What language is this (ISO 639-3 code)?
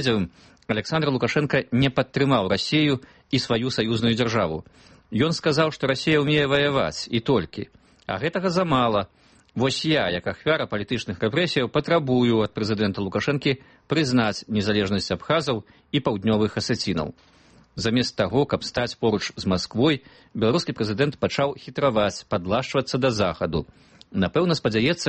bel